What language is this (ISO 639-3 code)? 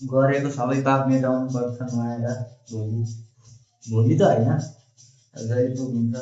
nep